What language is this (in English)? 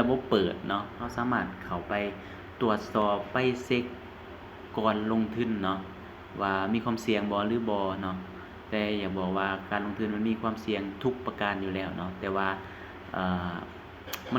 Lao